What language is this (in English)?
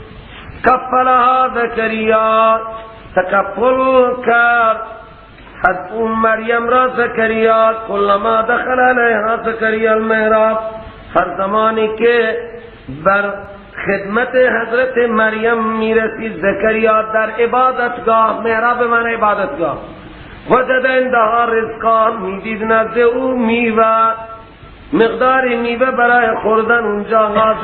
Persian